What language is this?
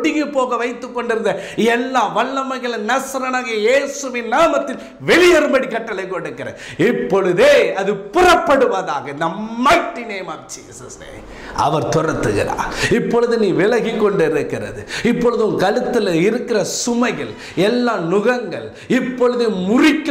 Tamil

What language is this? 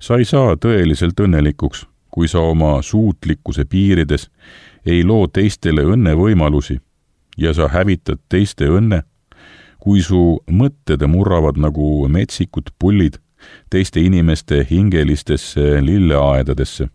Estonian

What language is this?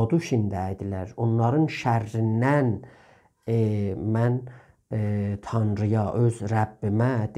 South Azerbaijani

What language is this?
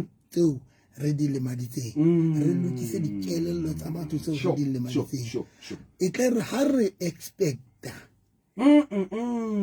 Southern Sotho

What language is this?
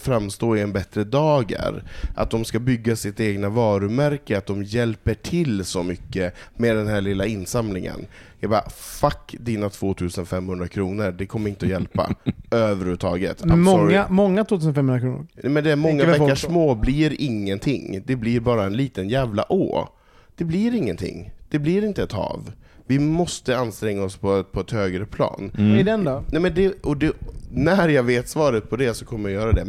Swedish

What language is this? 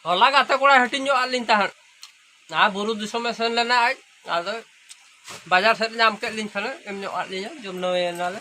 Santali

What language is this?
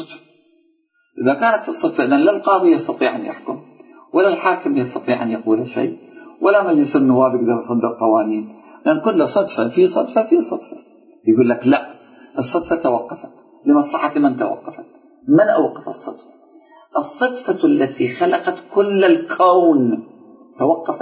Arabic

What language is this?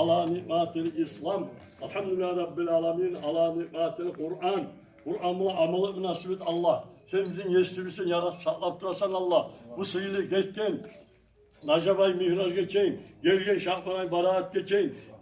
Kumyk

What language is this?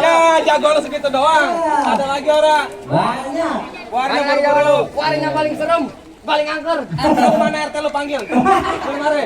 Betawi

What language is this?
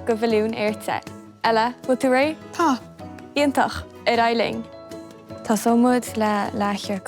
Irish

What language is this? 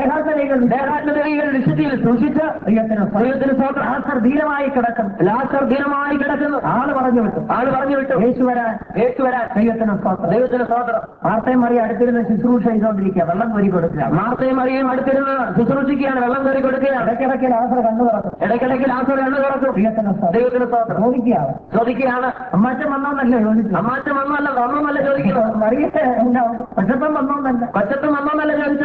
Malayalam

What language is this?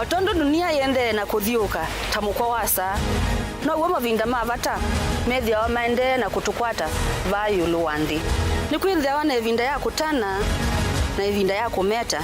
Kamba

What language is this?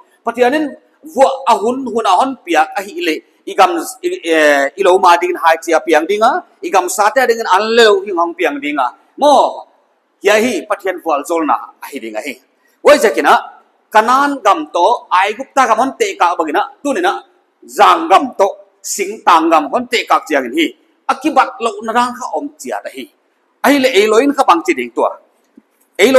Paite Chin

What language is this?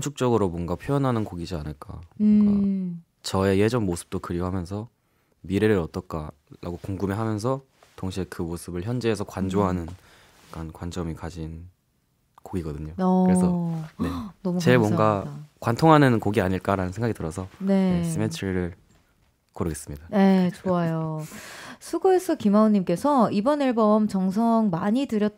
Korean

